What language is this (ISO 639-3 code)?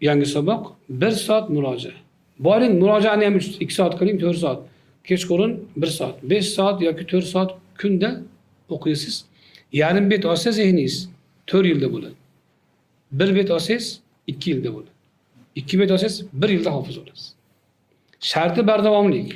uzb